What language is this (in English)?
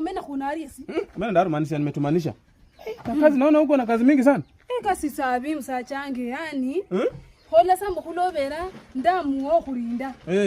Swahili